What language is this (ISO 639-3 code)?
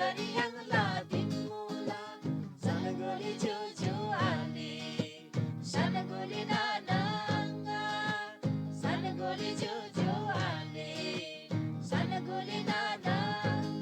taj